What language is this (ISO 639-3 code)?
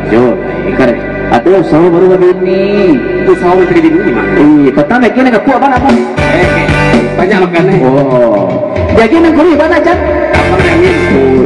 min